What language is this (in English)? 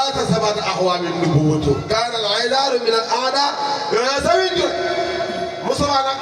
Wolof